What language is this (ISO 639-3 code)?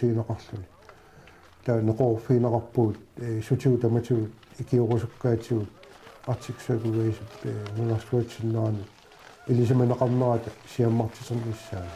kal